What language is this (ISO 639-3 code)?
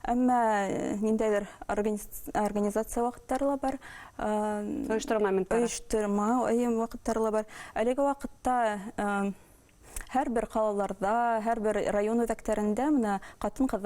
bak